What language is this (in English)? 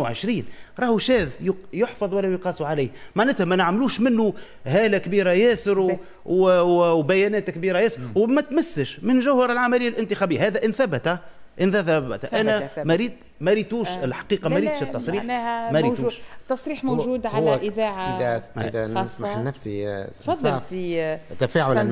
Tunisian Arabic